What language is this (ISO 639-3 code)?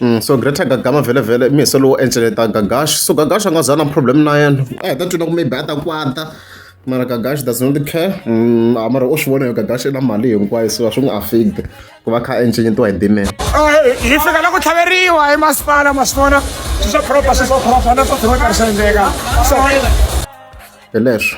tso